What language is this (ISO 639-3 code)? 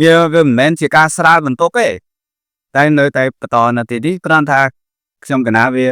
khm